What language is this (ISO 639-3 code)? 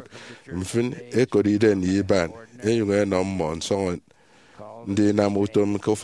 efi